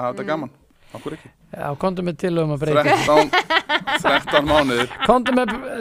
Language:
Icelandic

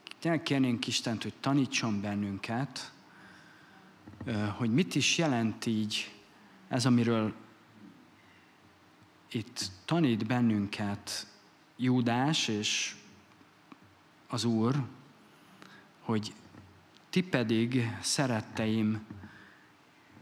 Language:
Hungarian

